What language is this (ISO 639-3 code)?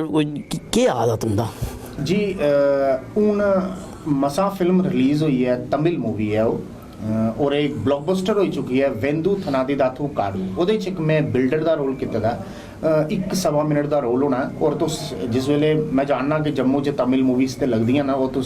doi